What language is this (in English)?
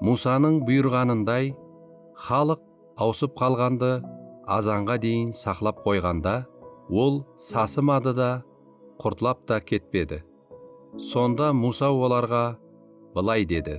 Kara-Kalpak